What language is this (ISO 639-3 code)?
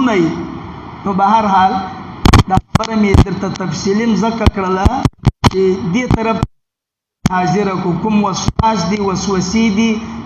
pus